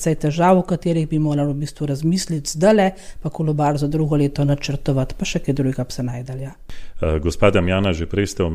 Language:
Slovenian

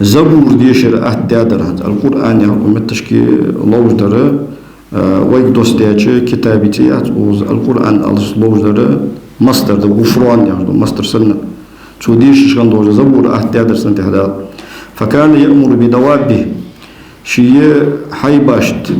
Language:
Ingush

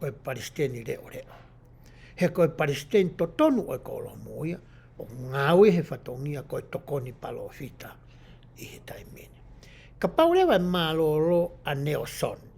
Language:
Tongan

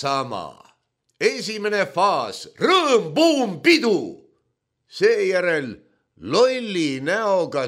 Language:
Estonian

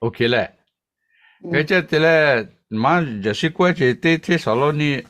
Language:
Lahu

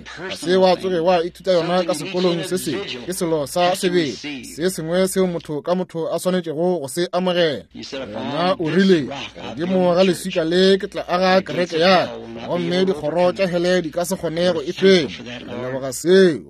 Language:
Northern Sotho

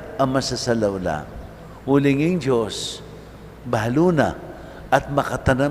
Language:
Pampanga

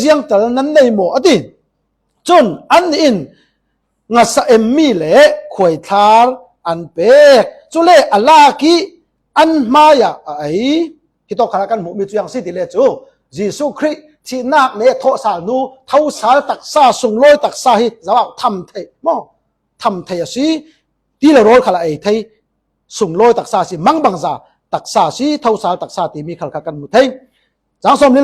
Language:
Falam Chin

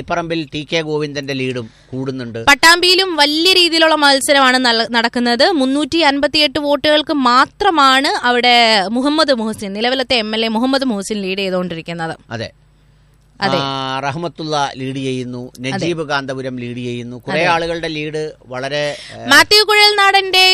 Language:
Malayalam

